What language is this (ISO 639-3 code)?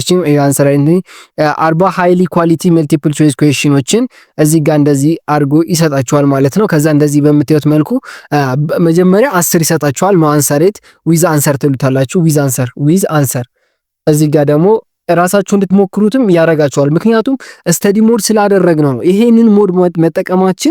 amh